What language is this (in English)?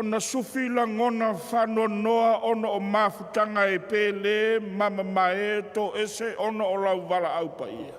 Samoan